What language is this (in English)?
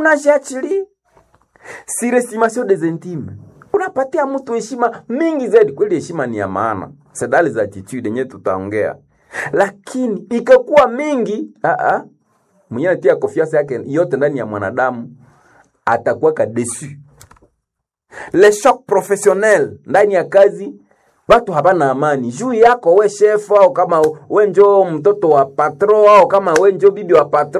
Swahili